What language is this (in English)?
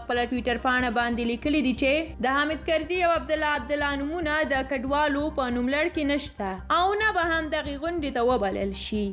Pashto